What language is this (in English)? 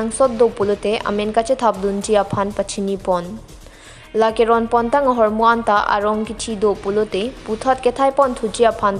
Karbi